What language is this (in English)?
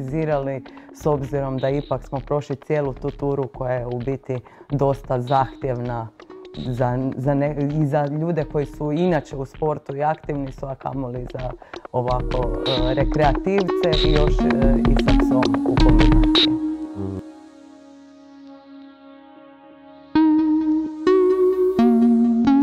Croatian